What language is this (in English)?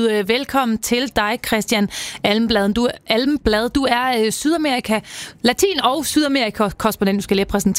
Danish